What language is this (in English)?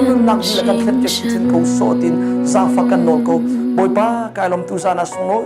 Hakha Chin